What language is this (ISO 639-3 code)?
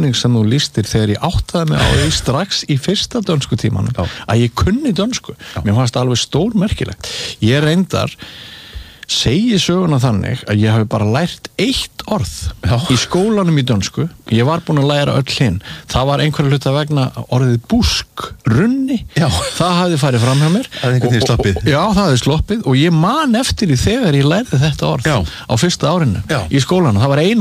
isl